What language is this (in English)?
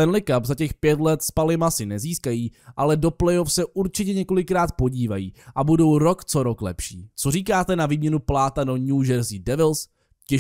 Czech